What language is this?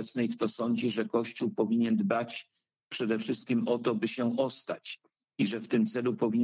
Polish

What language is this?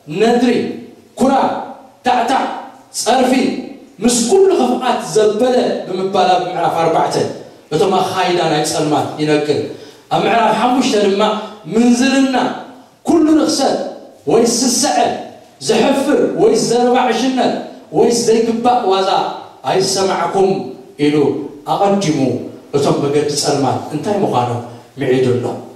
Tigrinya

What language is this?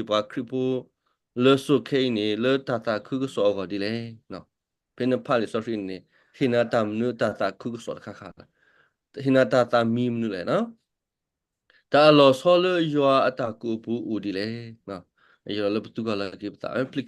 S'gaw Karen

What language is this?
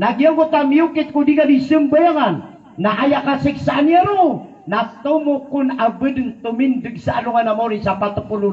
Maranao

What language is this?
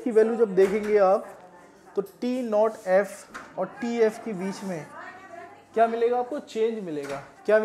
Hindi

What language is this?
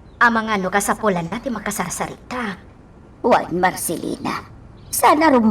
Iloko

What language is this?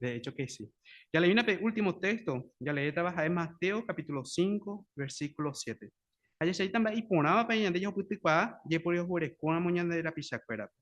Guarani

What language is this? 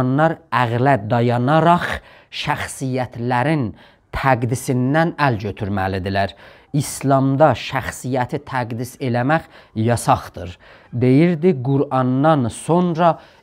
South Azerbaijani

